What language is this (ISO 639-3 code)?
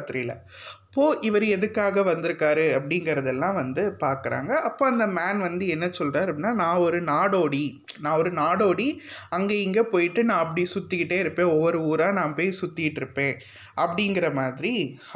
tam